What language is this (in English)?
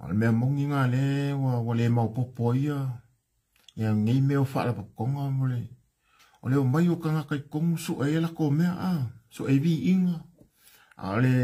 Samoan